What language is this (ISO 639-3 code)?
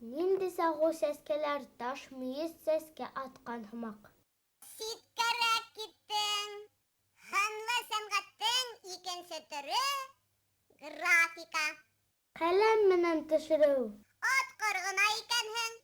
bak